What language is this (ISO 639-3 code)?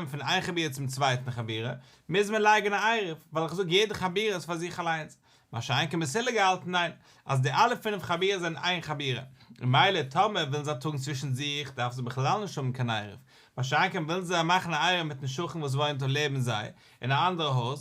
yid